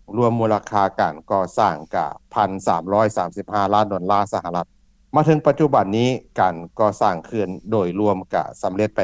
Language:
Lao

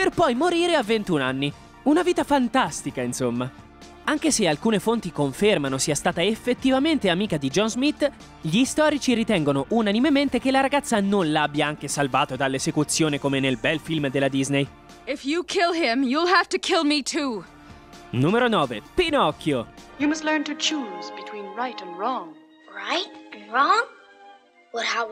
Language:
Italian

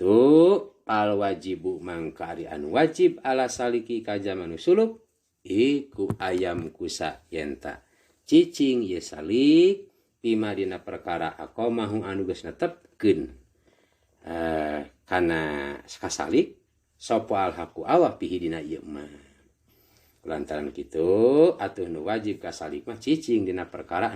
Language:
Sundanese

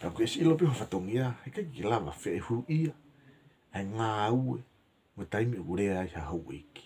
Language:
Tongan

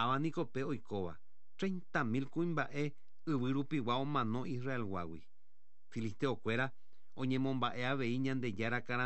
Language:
Guarani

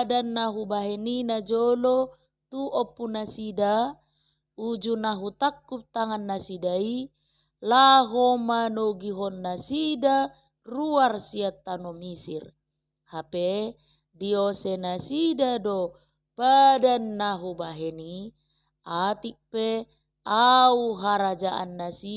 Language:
Batak Toba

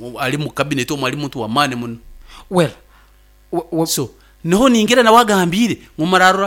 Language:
Nyoro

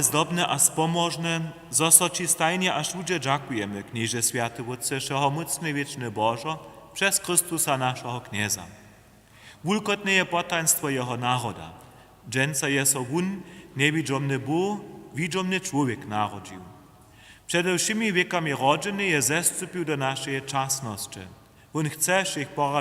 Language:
Upper Sorbian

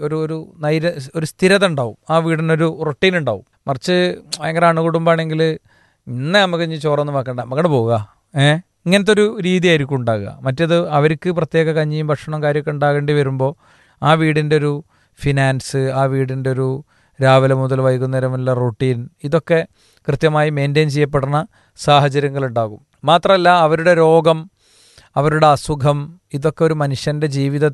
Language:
Malayalam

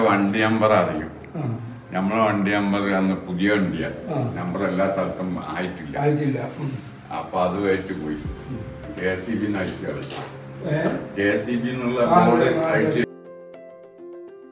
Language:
Malayalam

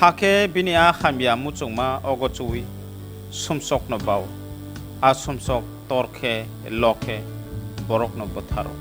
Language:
Kok Borok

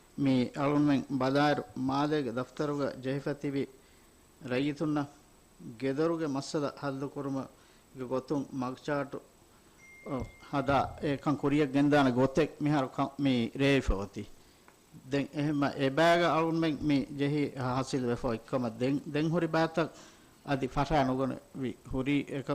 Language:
Divehi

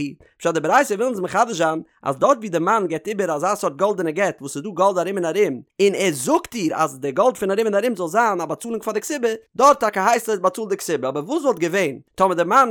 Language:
Yiddish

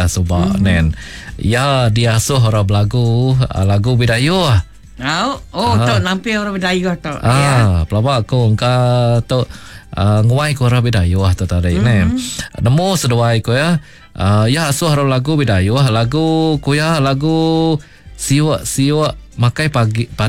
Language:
Iban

